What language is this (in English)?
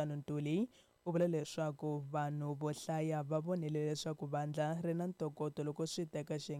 Tsonga